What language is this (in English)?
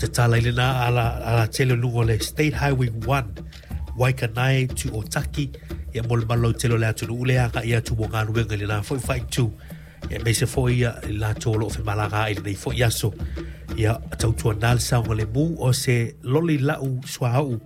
Samoan